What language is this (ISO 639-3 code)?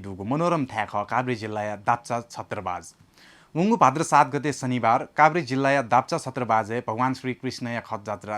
new